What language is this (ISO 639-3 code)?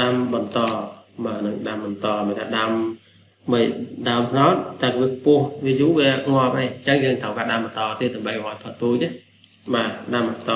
khm